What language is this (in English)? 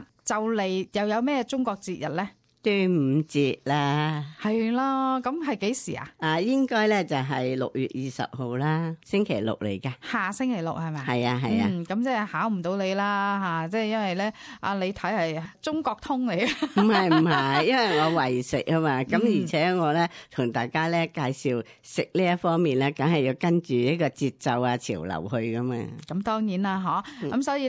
Cantonese